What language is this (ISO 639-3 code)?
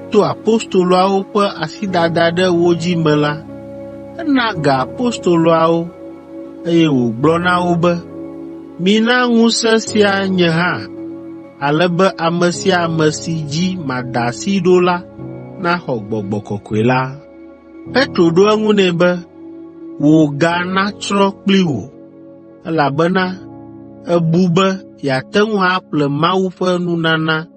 ewe